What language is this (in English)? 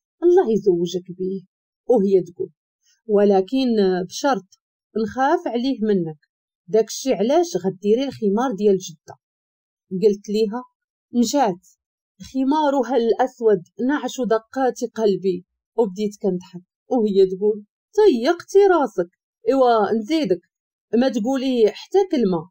Moroccan Arabic